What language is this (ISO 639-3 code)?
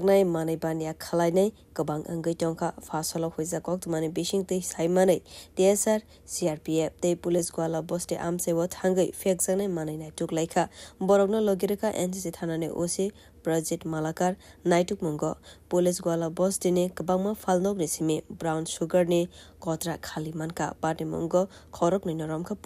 trp